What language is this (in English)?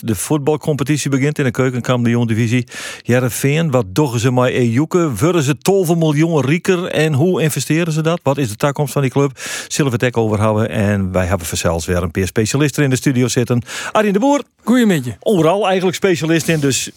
Western Frisian